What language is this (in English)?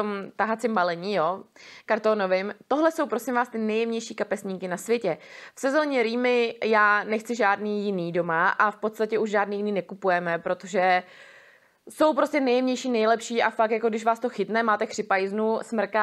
Czech